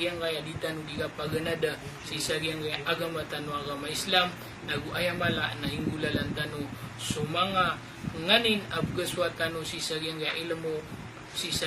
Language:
Maranao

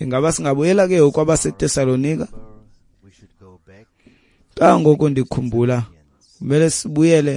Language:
Xhosa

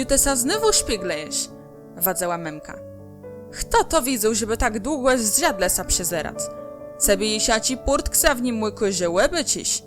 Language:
Kashubian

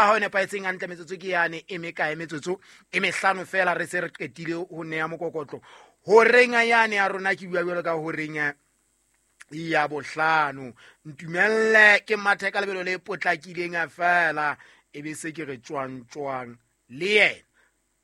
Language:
Southern Sotho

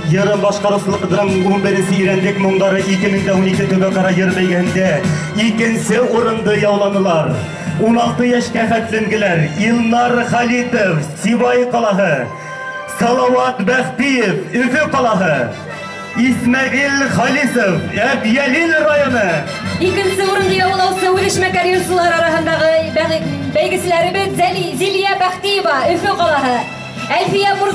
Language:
Bashkir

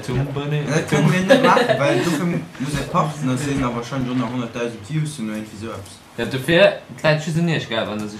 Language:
Luxembourgish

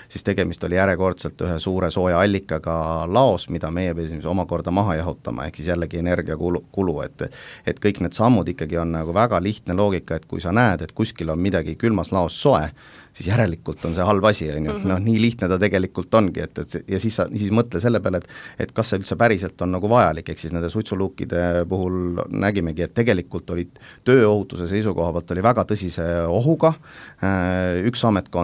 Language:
Estonian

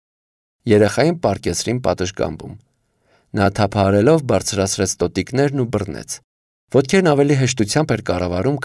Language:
Armenian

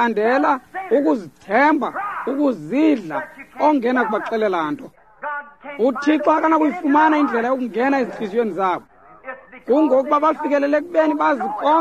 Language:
Xhosa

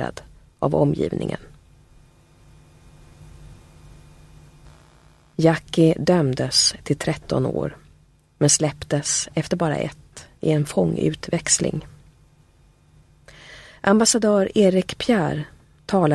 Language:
Swedish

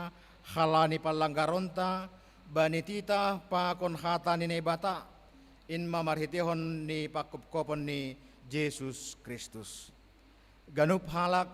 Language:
Batak Simalungun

